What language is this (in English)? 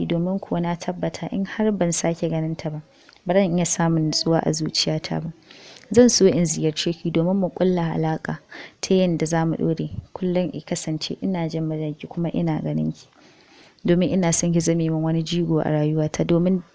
Hausa